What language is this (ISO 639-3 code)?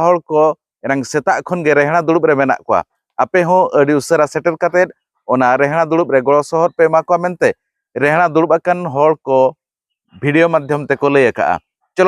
sat